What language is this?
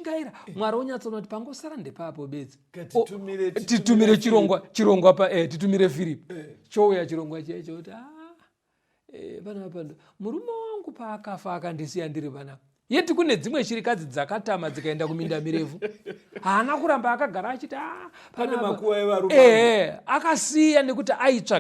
Shona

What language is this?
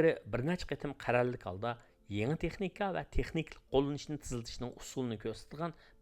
Uyghur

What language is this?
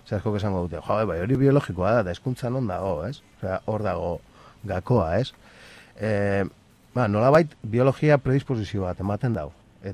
Basque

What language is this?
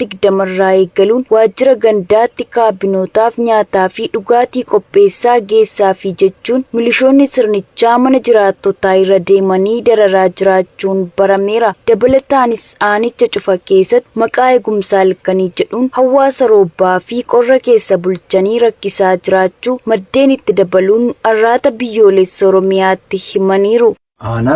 Oromo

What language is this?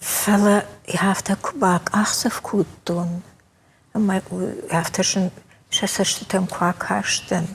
Ossetic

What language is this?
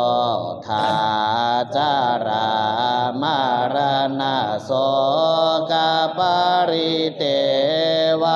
Pali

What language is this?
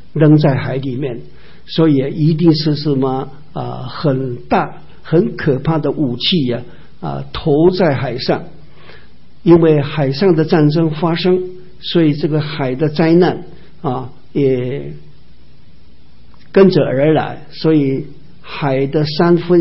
Chinese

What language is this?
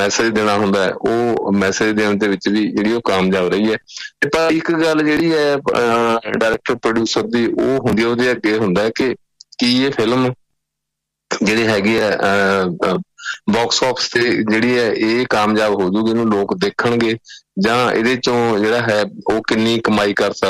Punjabi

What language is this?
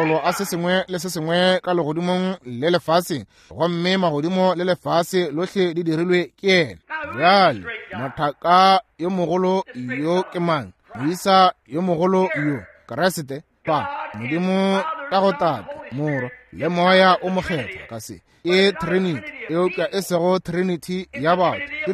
Northern Sotho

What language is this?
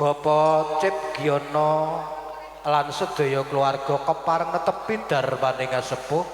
Javanese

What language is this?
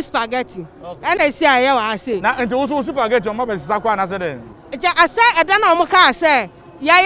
Akan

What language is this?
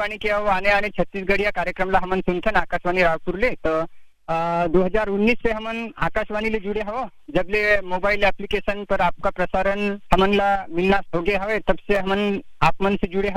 Chhattisgarhi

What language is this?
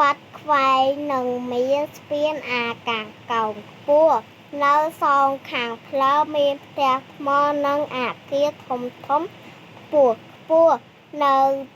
Khmer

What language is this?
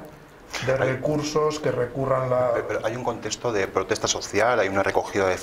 Spanish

